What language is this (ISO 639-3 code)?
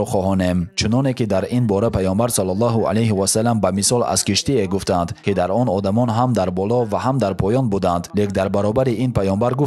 tgk